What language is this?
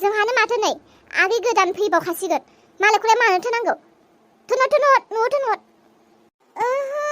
Bodo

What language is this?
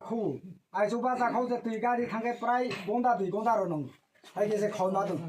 Kok Borok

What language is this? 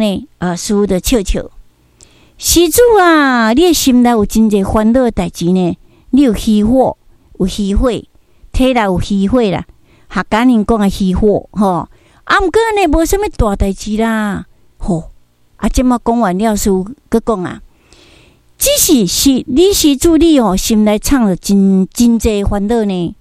Min Nan Chinese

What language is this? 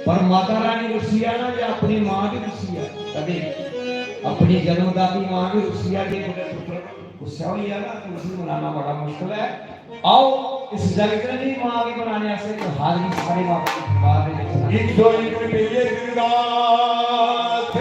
Dogri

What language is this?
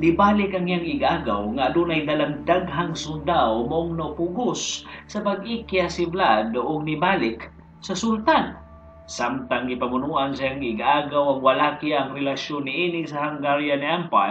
Cebuano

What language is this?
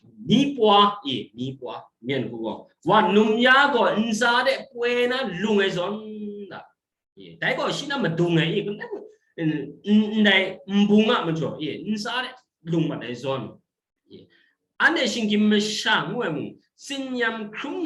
Kachin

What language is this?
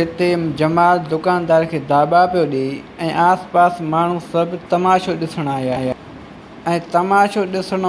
Sindhi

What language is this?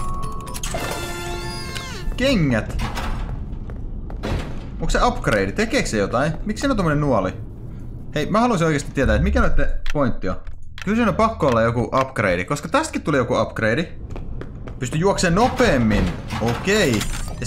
Finnish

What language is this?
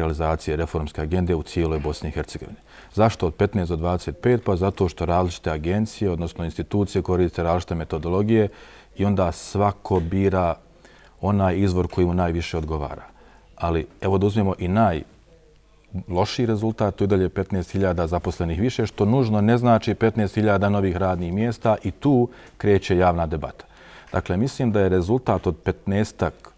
Bosnian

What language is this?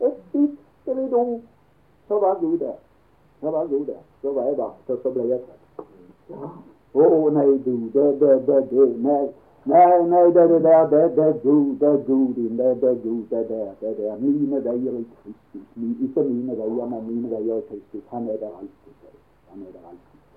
Norwegian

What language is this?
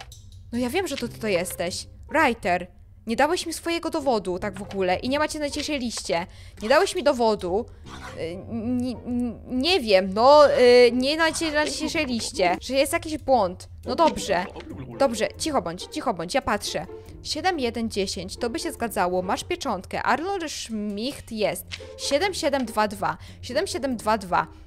Polish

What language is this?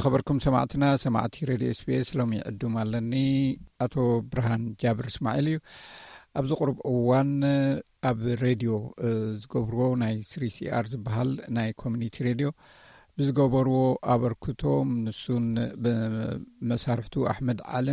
Tigrinya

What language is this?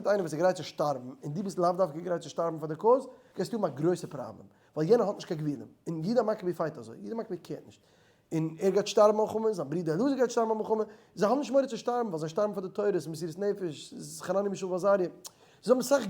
Yiddish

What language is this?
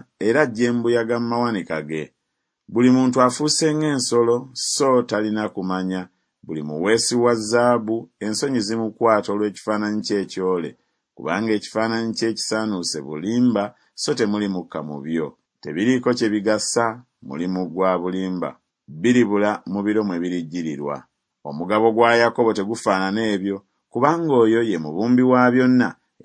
Ganda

